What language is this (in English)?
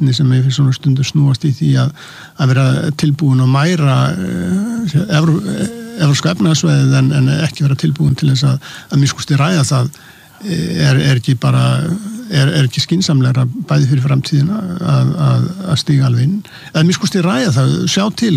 Icelandic